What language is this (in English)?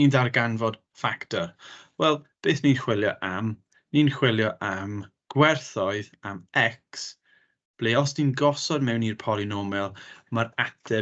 Welsh